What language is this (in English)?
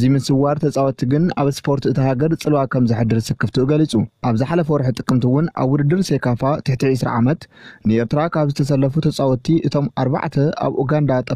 Tigrinya